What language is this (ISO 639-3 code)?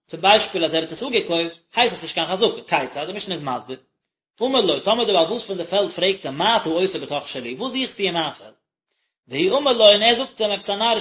yid